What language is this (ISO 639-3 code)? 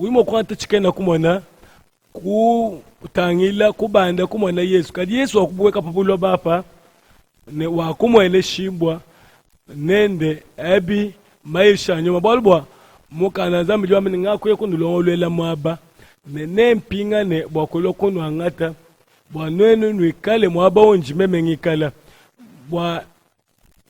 lua